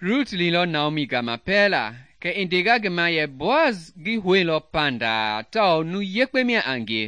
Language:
Mende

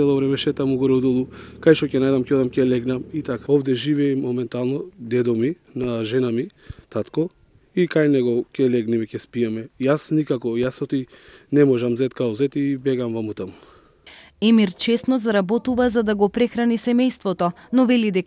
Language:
Macedonian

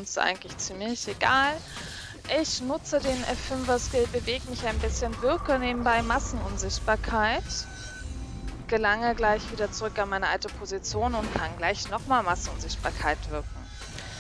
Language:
German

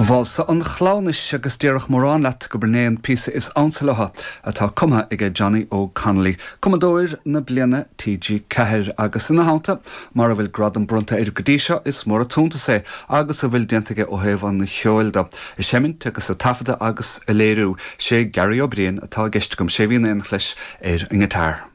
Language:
Irish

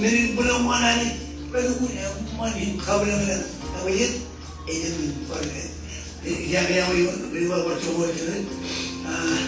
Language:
Marshallese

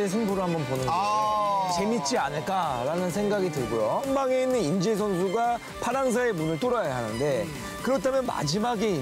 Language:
Korean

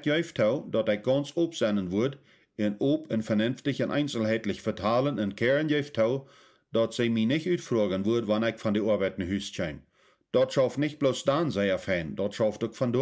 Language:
Plautdietsch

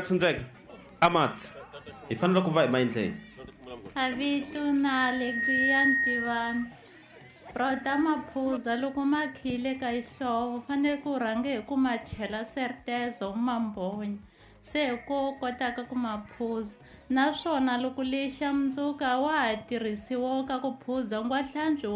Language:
Tsonga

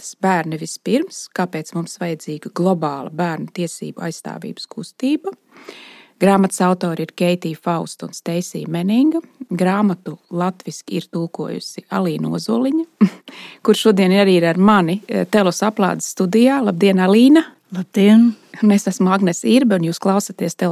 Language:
Latvian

